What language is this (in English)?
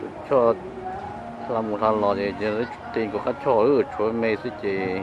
Hmong